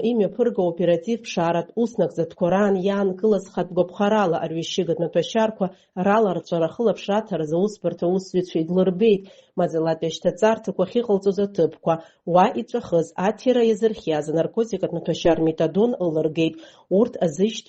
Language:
Abkhazian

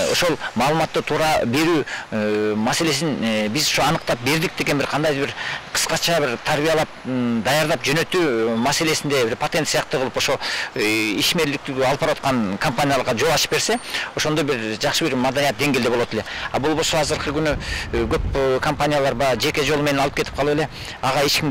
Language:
Kyrgyz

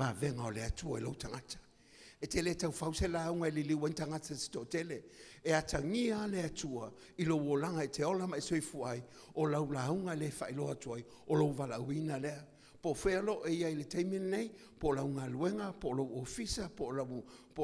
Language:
Samoan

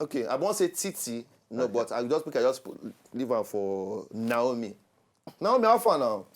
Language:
Nigerian Pidgin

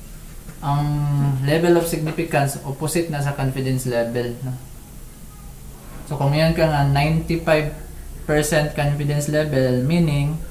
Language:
Cebuano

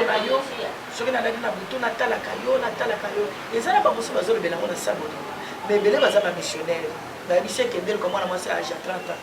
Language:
Lingala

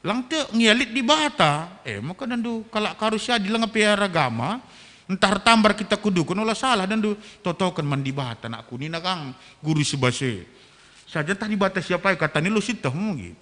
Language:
Batak Karo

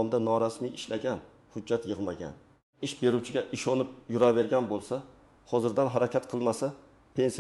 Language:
Uzbek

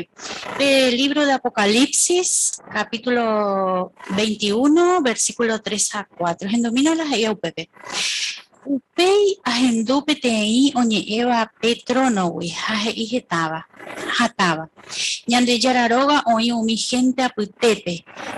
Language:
Guarani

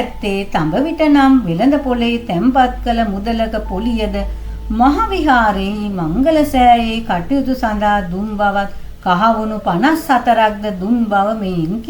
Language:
Sinhala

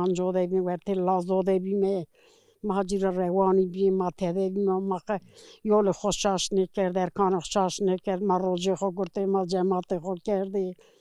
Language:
Zaza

